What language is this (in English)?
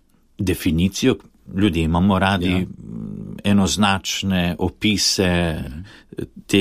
Slovenian